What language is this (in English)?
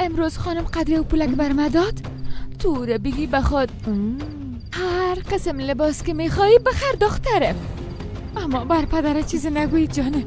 Persian